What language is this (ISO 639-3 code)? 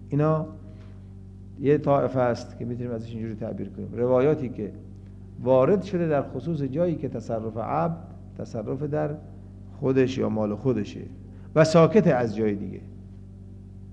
fas